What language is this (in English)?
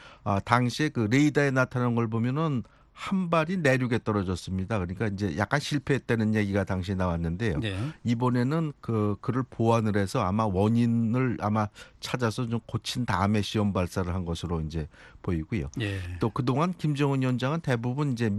Korean